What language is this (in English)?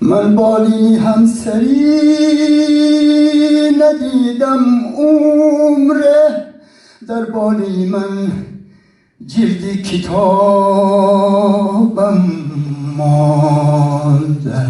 Tajik